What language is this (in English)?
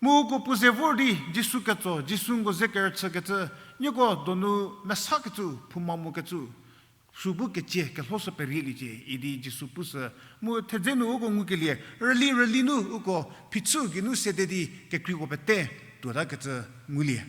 Angami Naga